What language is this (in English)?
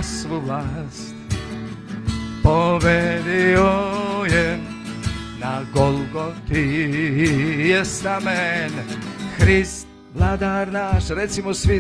Serbian